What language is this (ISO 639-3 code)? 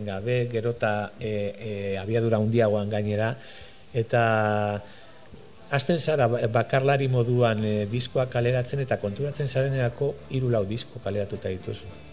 eus